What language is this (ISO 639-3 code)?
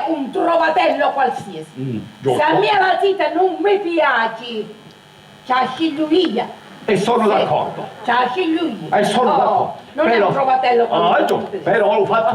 scn